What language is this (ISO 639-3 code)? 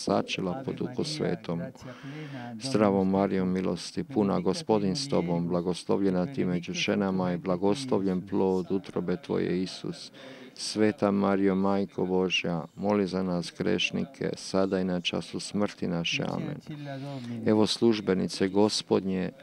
hrv